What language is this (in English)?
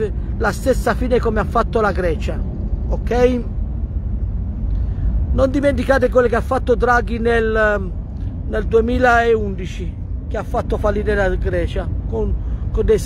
Italian